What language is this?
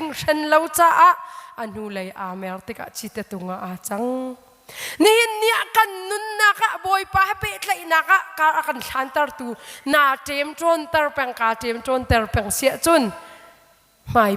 Hakha Chin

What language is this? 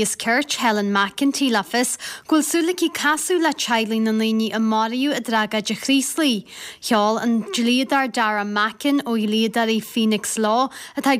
Irish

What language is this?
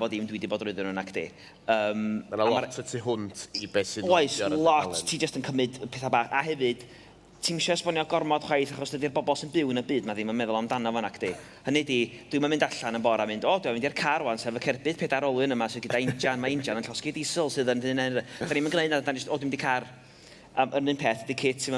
Welsh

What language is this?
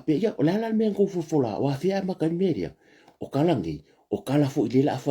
Samoan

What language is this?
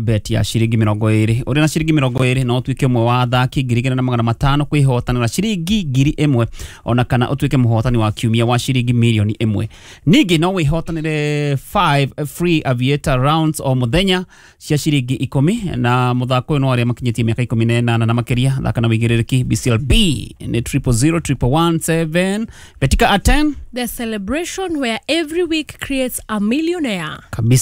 Kikuyu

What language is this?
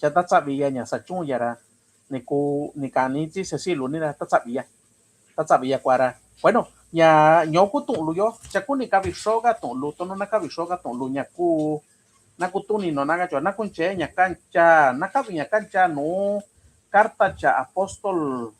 Mixtepec Mixtec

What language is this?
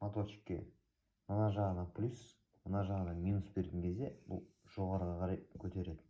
Kazakh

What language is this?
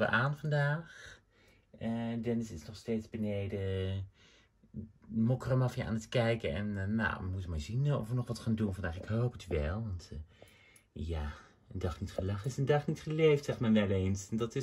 Dutch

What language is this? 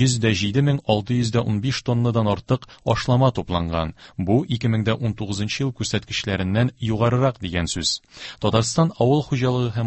Tatar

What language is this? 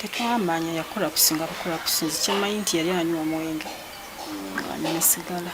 Ganda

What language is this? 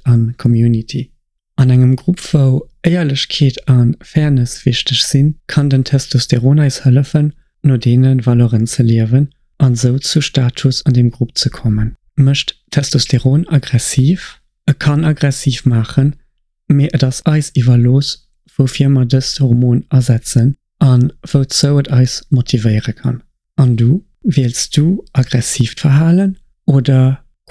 Luxembourgish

